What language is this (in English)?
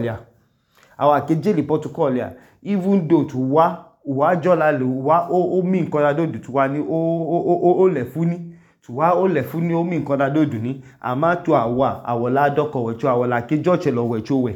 Idoma